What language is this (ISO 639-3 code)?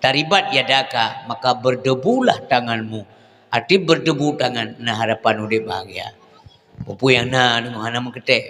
ace